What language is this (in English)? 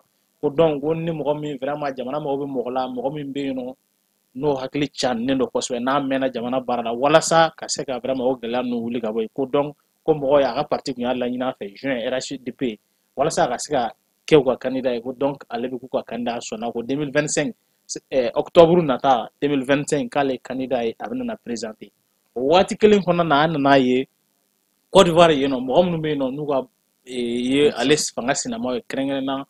Bambara